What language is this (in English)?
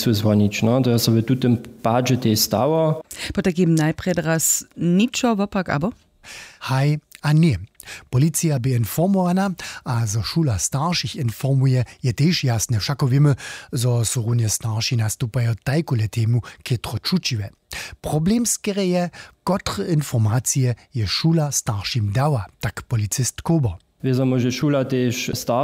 Upper Sorbian